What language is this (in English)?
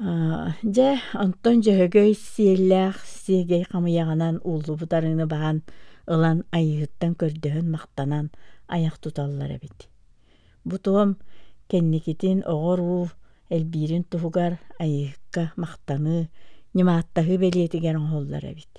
Yakut